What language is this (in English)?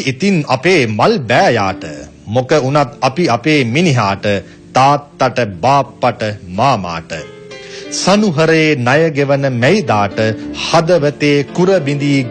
Sinhala